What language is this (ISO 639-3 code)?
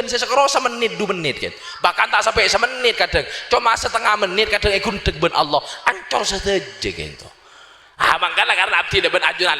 mad